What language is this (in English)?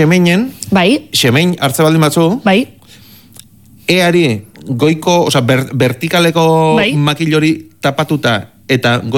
Basque